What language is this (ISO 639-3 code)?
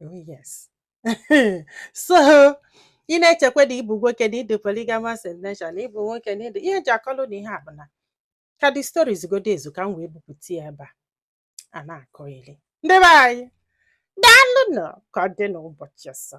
ibo